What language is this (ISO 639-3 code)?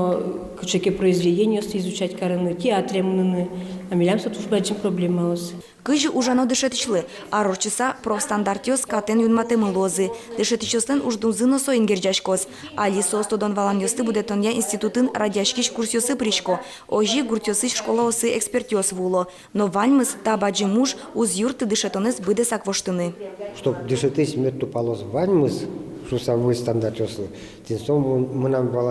udm